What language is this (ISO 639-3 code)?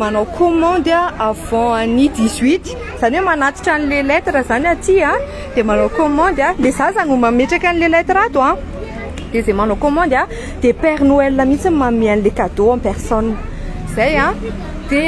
mlg